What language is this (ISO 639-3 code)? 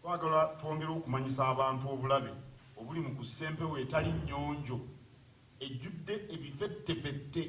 lug